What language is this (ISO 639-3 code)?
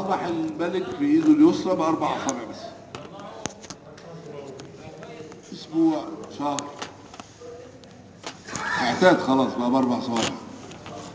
arz